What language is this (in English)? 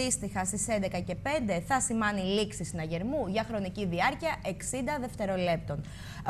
Greek